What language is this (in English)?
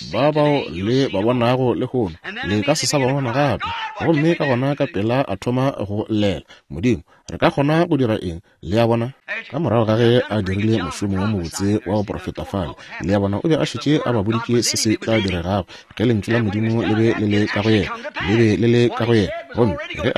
Northern Sotho